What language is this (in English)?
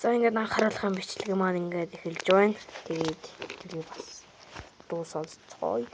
Mongolian